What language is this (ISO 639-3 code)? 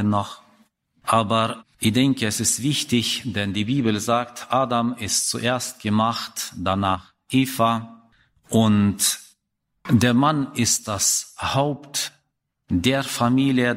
deu